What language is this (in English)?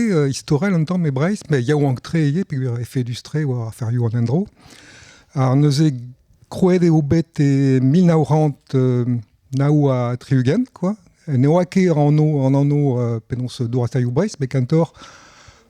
Breton